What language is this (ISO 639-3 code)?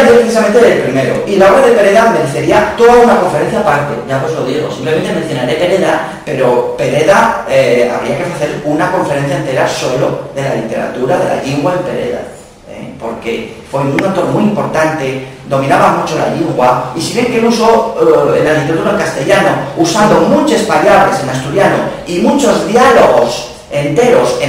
ast